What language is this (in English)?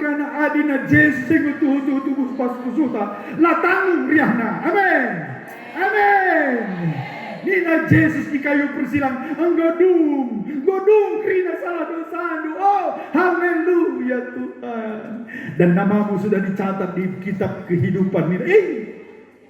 Batak Karo